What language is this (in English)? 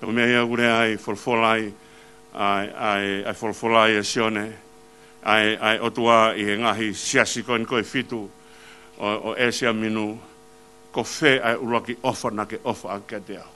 Tongan